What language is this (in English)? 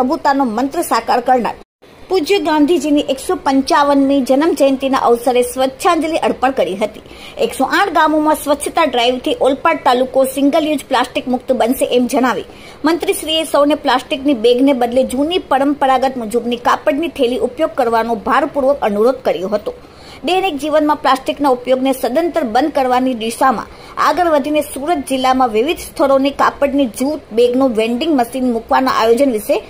Gujarati